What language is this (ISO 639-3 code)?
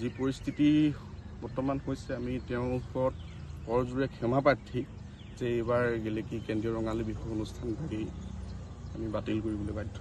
asm